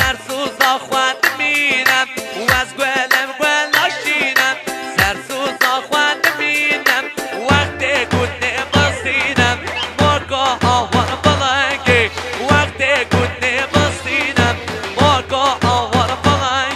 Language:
Kurdish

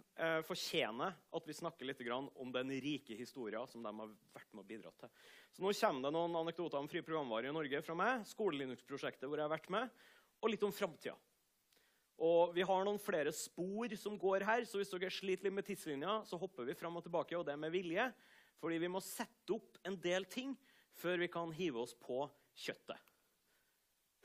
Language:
Norwegian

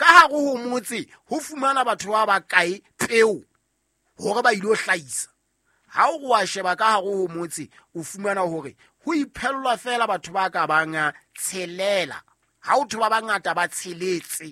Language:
Southern Sotho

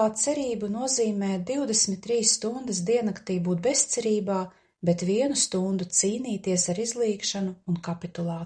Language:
Latvian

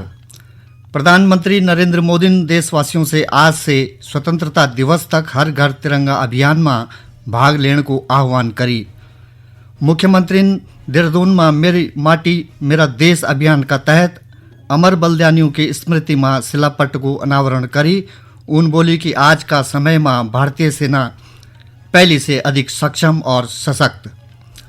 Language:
Garhwali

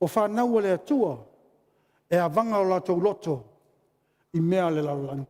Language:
Samoan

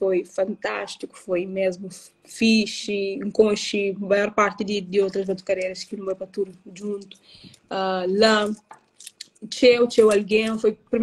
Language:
Kabuverdianu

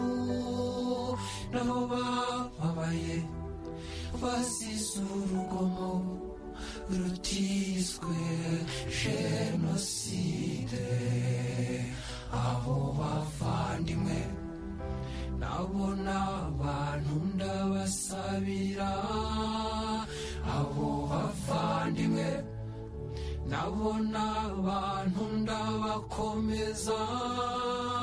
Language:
Kinyarwanda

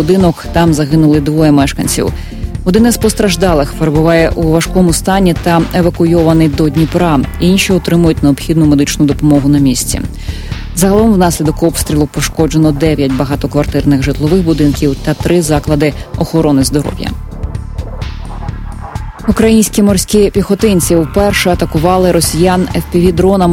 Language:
Ukrainian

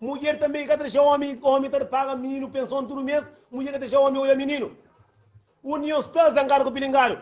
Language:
Kabuverdianu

